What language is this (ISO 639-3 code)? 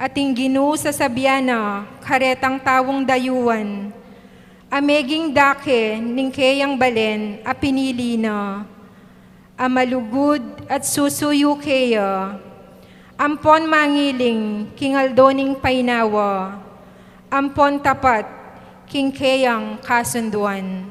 pam